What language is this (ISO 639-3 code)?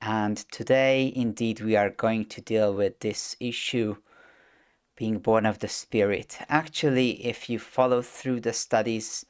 eng